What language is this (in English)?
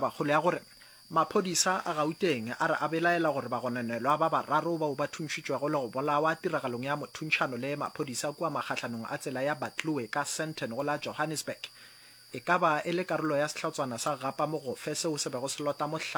Northern Sotho